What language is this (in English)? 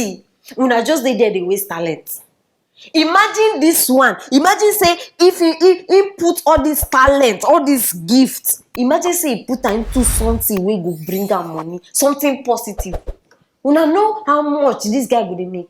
Nigerian Pidgin